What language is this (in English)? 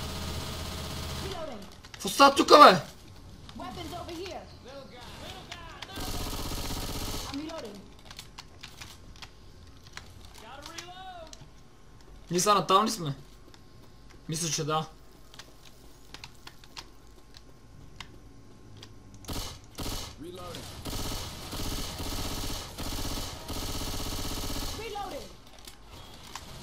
Bulgarian